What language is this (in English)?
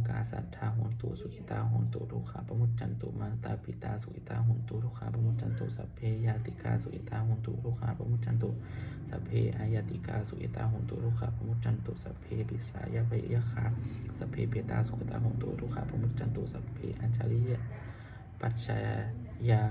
Pali